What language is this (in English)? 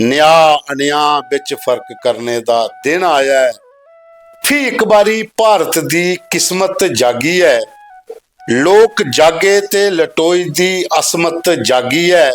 Dogri